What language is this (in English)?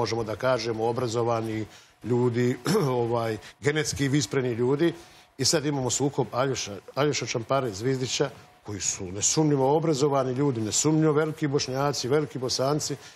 Serbian